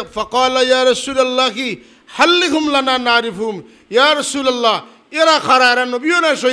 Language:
Sylheti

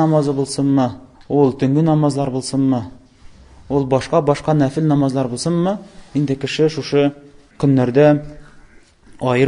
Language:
Tatar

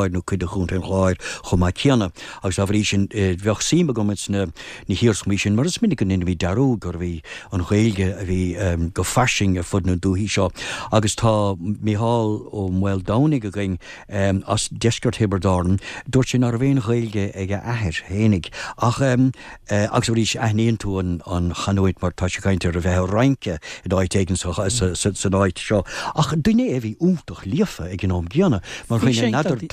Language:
Irish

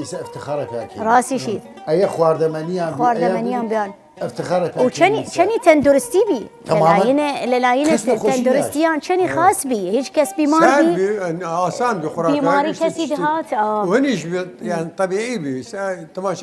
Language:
Southern Kurdish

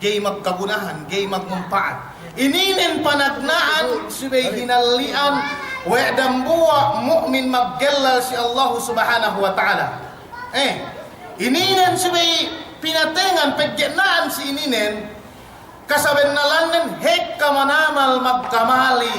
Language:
Yakan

